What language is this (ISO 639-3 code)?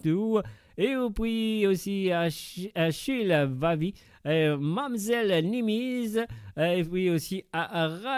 mfe